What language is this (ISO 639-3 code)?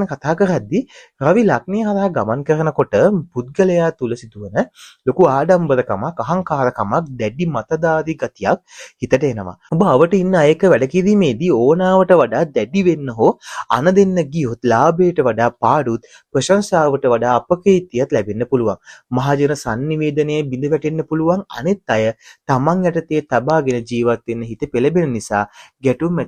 sin